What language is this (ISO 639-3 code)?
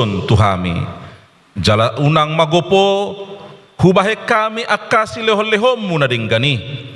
bbc